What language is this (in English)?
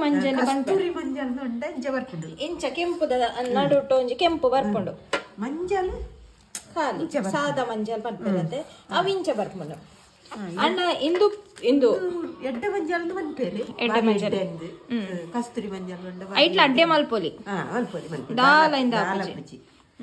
Tulu